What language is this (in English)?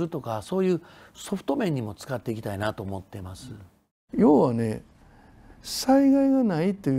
Japanese